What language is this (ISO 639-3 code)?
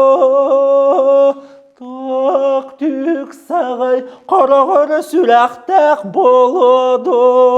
sah